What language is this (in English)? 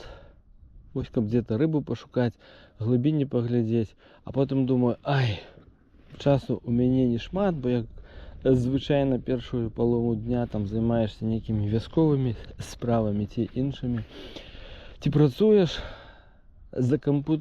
Belarusian